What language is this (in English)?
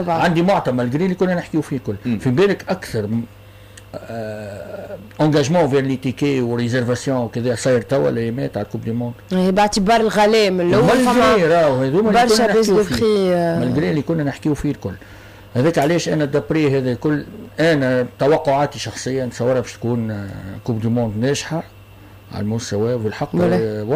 Tunisian Arabic